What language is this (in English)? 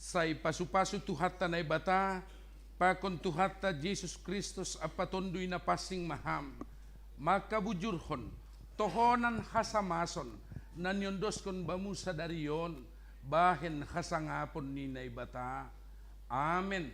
Batak Simalungun